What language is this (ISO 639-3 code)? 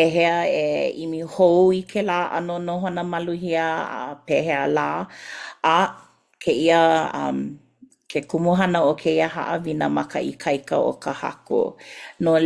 haw